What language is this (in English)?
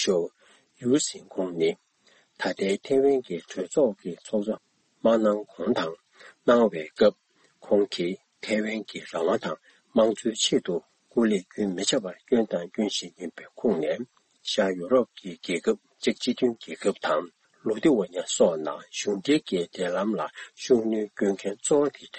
Tibetan